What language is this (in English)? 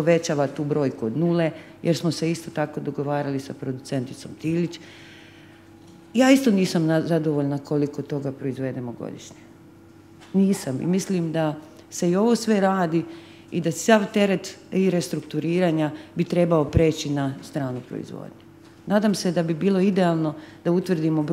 Croatian